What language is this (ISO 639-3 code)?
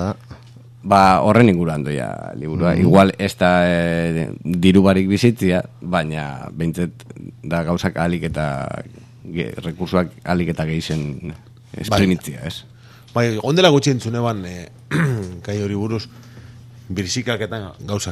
eus